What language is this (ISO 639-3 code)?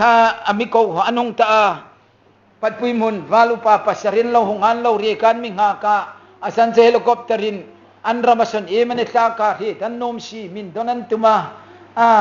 hmr